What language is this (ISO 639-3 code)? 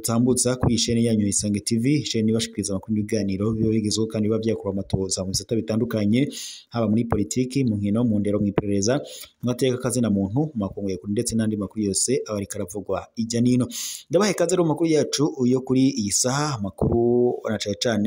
run